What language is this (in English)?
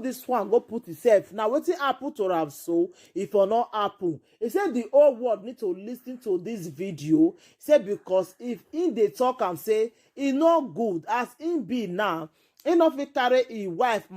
Nigerian Pidgin